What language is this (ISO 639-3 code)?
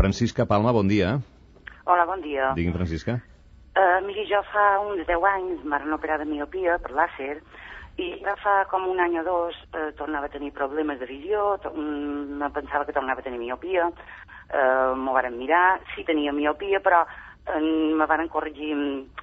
cat